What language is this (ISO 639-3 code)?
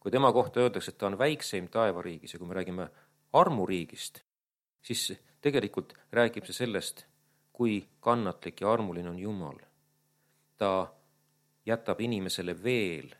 est